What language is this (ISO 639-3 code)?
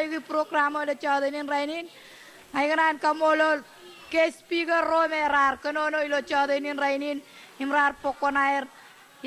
mah